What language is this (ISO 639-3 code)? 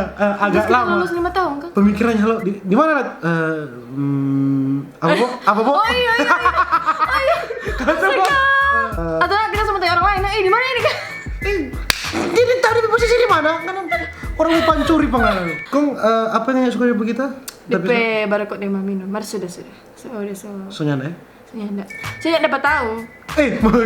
xmm